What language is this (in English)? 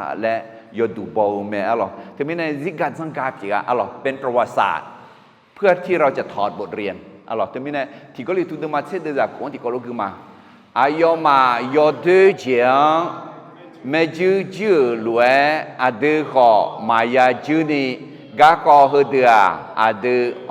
Akha